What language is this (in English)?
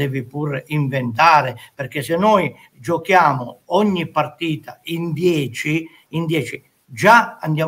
Italian